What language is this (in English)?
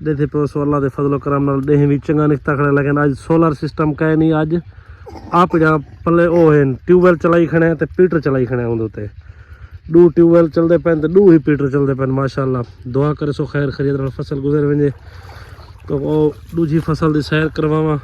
Saraiki